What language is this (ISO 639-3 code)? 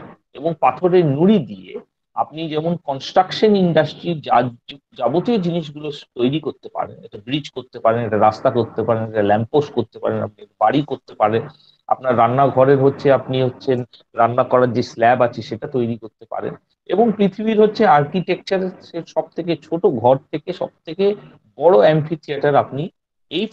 ben